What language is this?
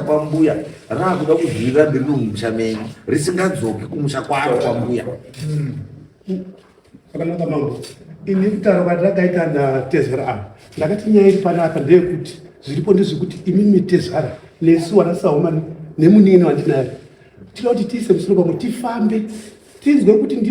Shona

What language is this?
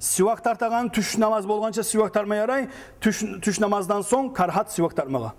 Kumyk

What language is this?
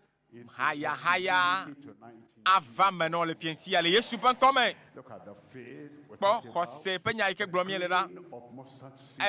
Ewe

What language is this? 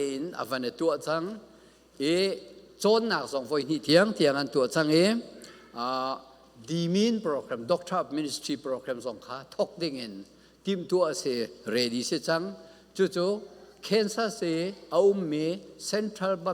Falam Chin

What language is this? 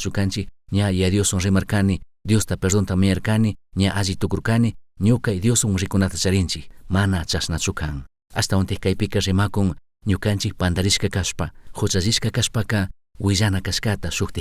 Chimborazo Highland Quichua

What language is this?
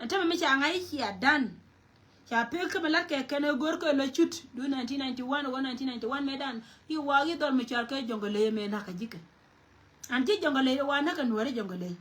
Nuer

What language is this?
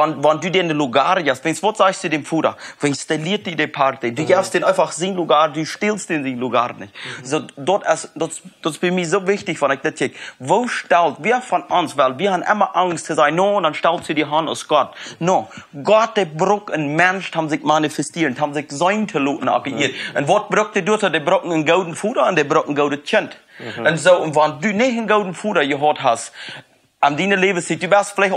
Plautdietsch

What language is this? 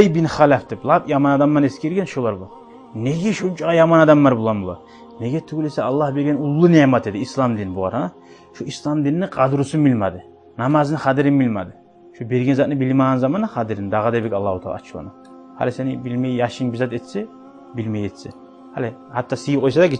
Kumyk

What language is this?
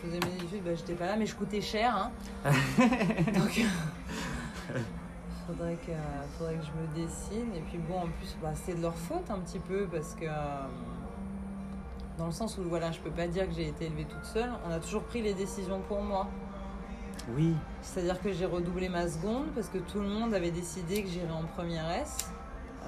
French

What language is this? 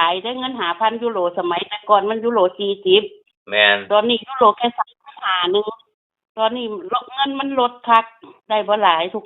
Northeastern Thai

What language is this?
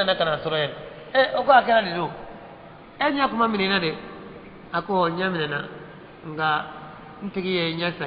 Bambara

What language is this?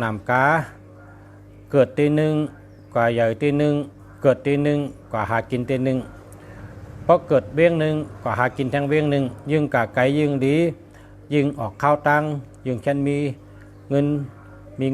Shan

